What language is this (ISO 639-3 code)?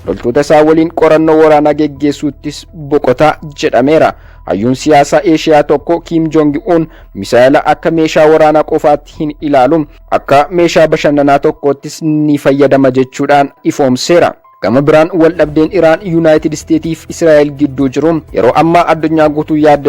orm